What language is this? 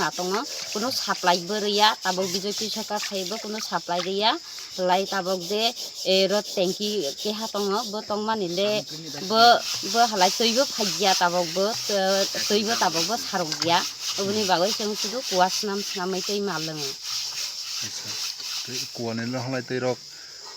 Kok Borok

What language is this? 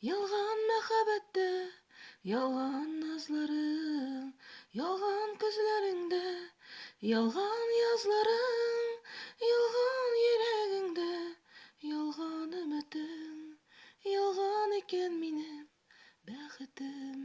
Tatar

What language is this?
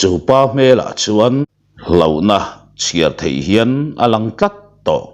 Mizo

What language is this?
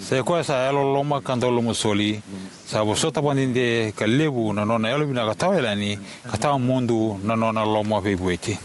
Fijian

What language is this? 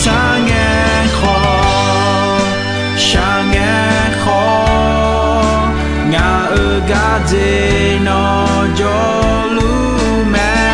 Akha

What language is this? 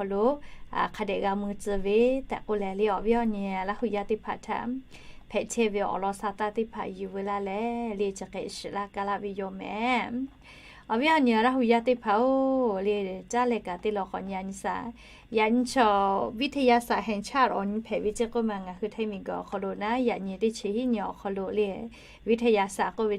Lahu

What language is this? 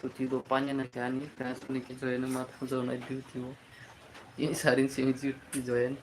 Kok Borok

